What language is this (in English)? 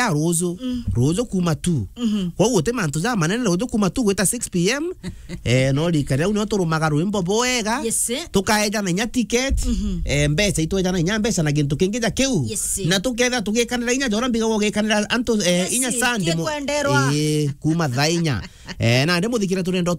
Meru